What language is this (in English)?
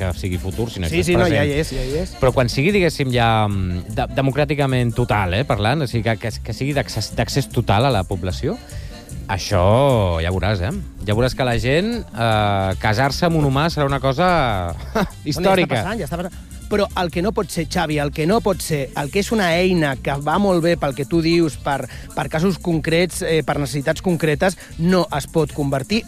Catalan